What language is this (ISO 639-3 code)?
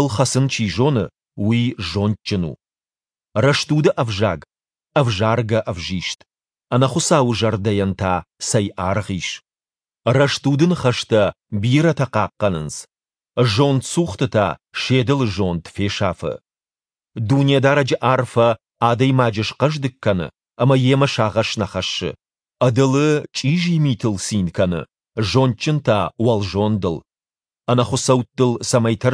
oss